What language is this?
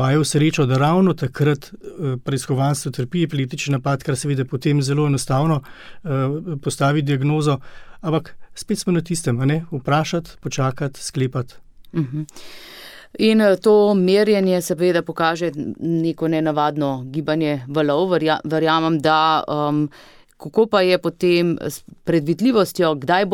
Slovenian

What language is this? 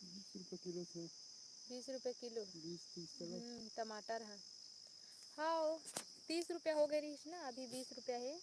Chhattisgarhi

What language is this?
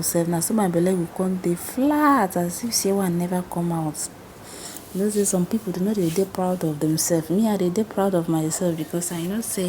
Nigerian Pidgin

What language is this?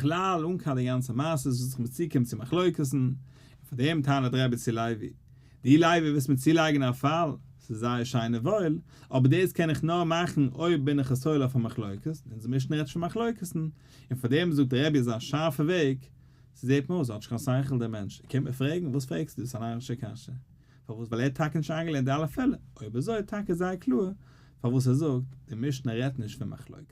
Yiddish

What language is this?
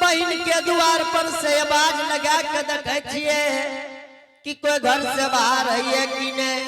Angika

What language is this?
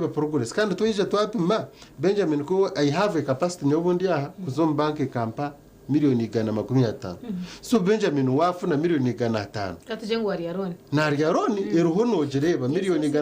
Nyankole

